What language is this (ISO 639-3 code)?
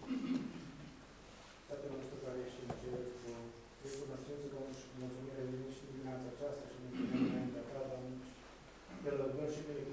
ron